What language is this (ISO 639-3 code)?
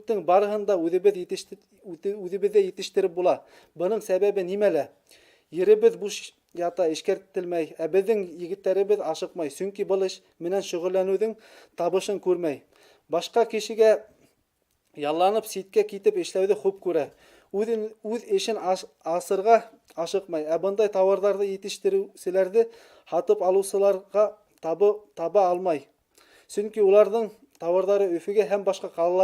bak